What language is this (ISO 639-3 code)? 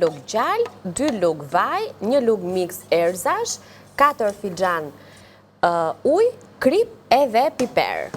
sqi